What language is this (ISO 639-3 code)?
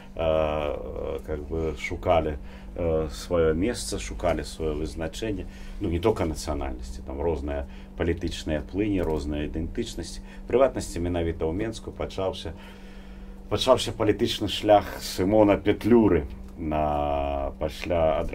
bel